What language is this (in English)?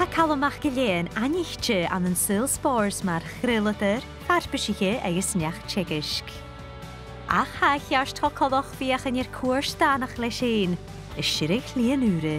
Scottish Gaelic